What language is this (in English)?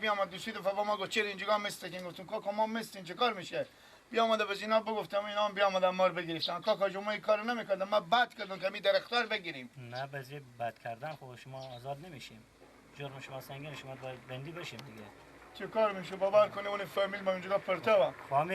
Persian